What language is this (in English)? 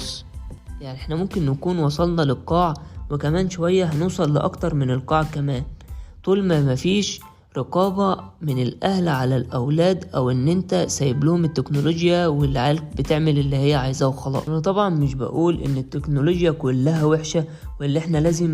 Egyptian Arabic